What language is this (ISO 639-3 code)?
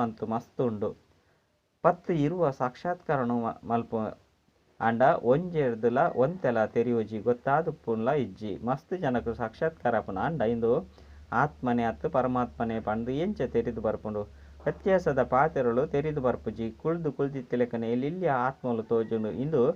tcy